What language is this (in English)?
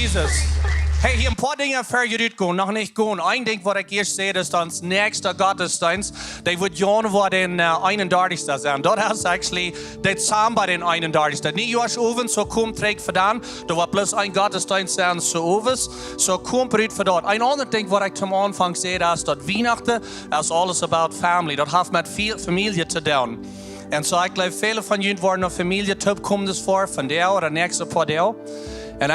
Plautdietsch